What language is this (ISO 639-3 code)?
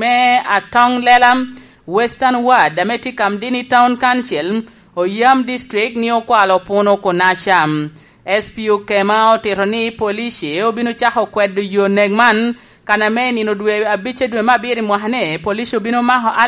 laj